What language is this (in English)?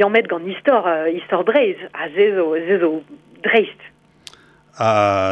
Breton